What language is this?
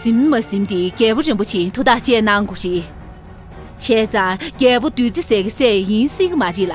Tibetan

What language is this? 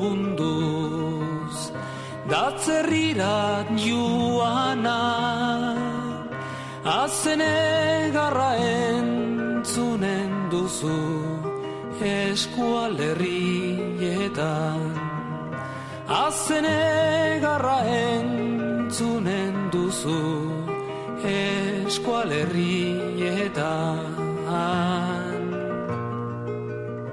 Basque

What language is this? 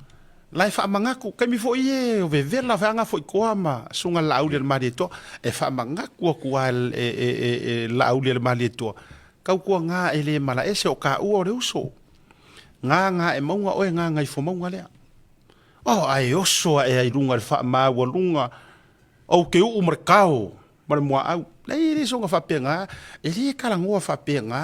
Samoan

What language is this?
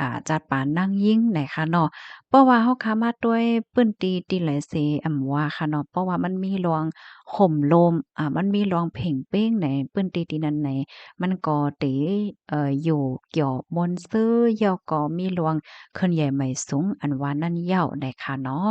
Shan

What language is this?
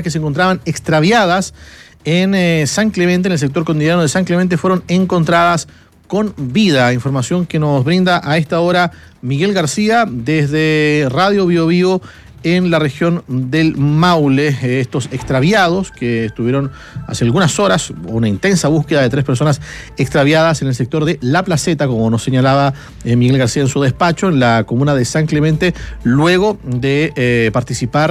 Spanish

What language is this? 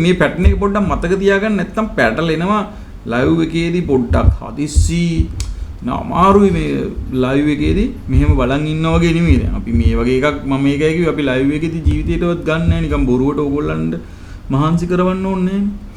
Sinhala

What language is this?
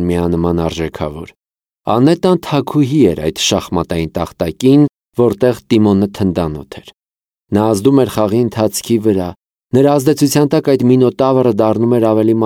Armenian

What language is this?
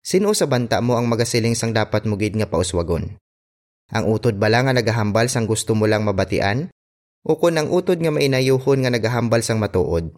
Hiligaynon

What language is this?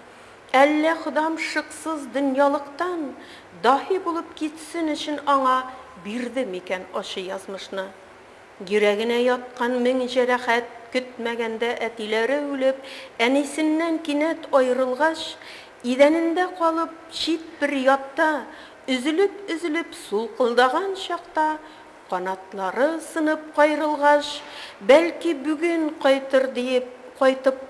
Tatar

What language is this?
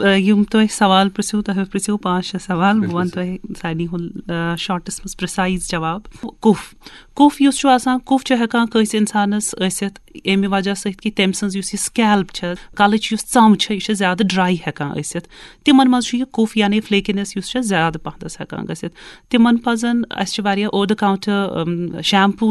Kashmiri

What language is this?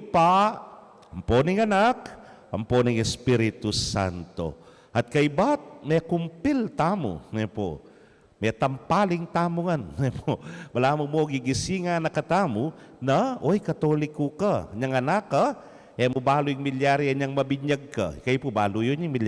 Pampanga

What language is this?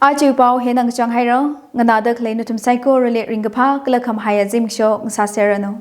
Tangkhul Naga (India)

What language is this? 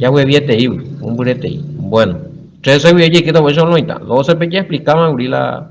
Guarani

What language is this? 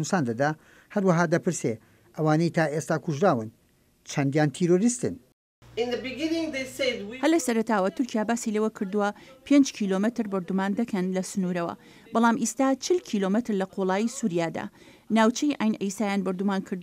Central Kurdish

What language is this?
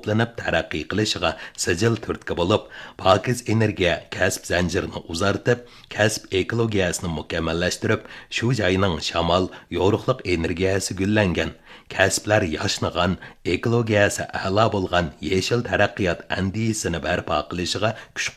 Uyghur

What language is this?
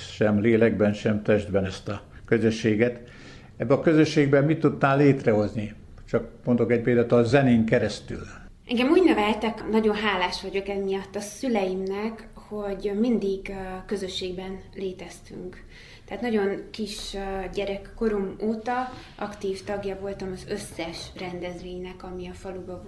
Hungarian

